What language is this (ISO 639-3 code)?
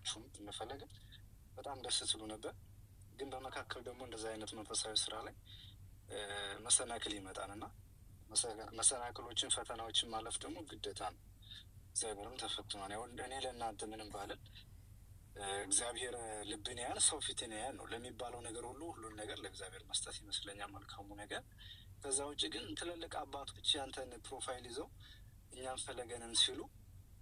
amh